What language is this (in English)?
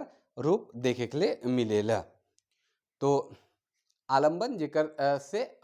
Sadri